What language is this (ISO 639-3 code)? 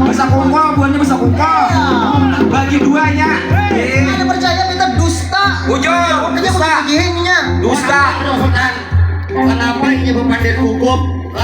bjn